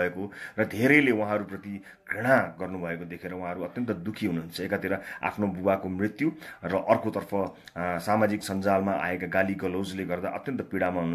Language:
Nepali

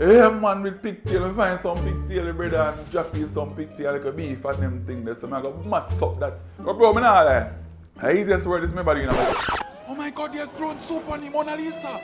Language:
Jamaican Creole English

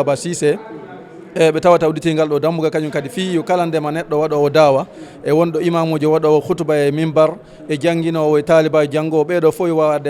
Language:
Fula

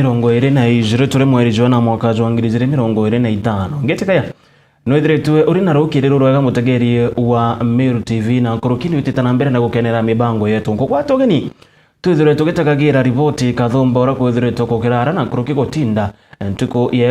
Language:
Meru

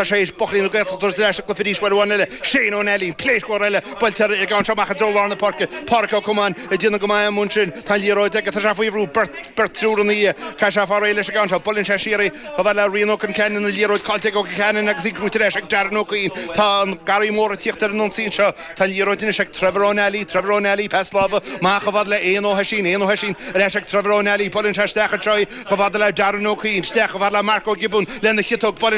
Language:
Irish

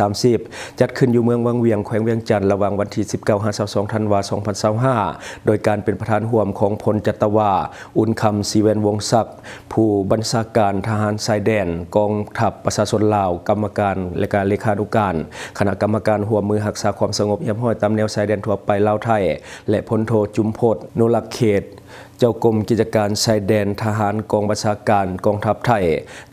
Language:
Lao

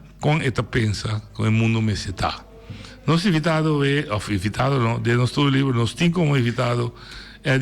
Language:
Papiamento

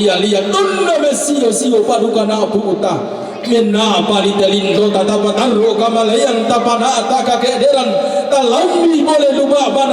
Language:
Toraja-Sa'dan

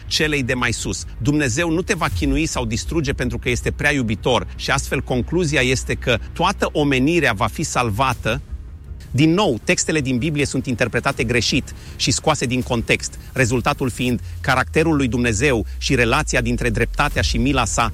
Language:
Romanian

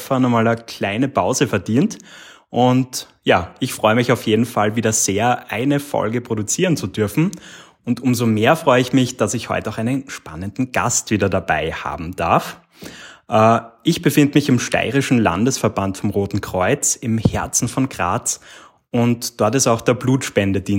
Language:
German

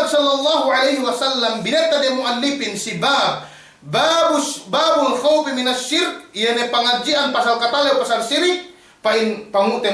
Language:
Yakan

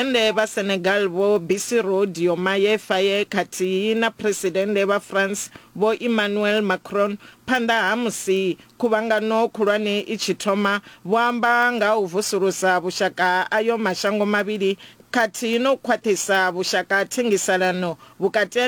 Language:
Venda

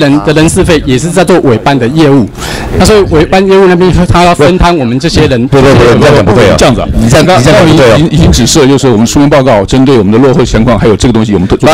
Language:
Chinese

